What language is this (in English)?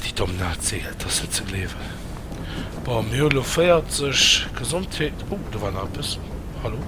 Luxembourgish